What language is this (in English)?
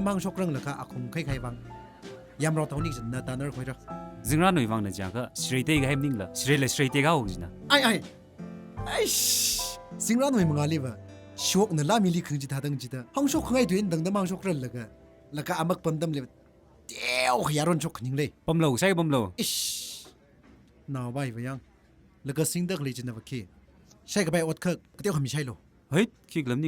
Tangkhul Naga (India)